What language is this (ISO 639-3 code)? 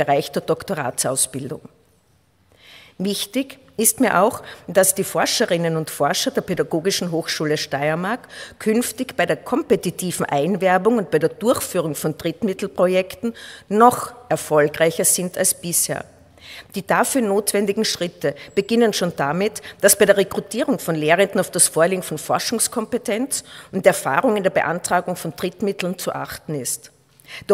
deu